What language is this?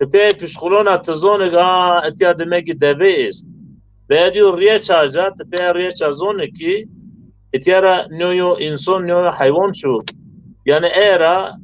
Zaza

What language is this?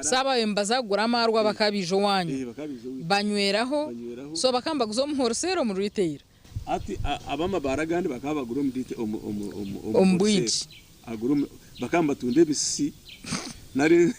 Nyankole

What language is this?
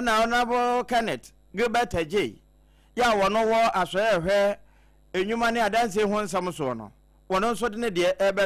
Akan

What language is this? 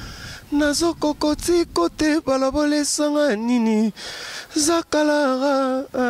Lingala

